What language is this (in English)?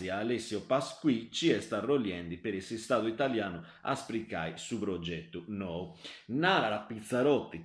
Sardinian